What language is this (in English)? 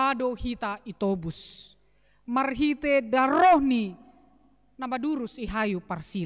Batak Simalungun